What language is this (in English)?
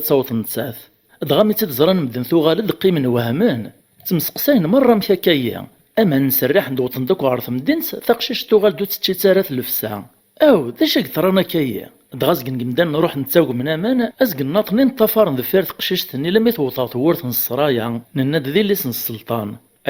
Kabyle